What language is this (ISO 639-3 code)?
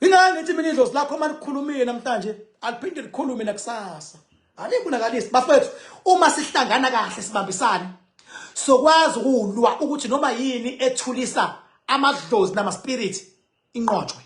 zul